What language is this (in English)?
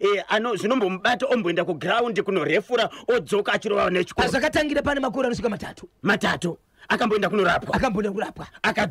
Shona